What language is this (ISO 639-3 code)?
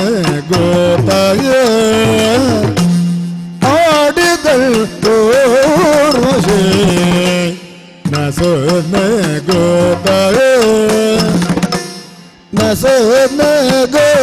kan